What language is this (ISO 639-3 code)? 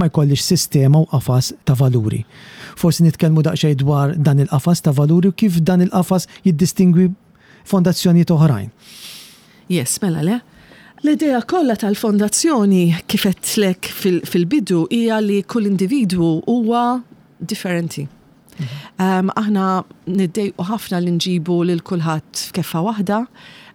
mlt